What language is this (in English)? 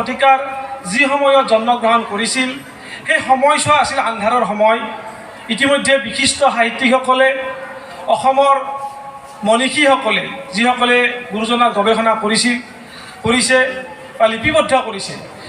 Assamese